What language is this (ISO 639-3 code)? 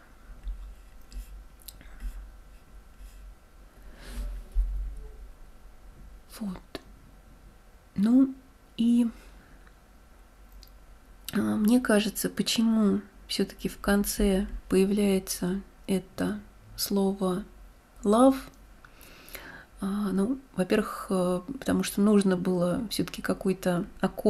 rus